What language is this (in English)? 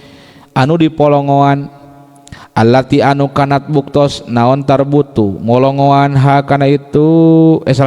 Sundanese